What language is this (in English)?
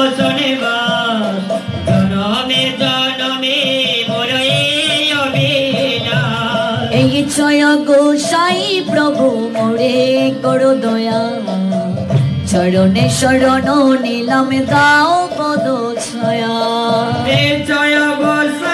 Bangla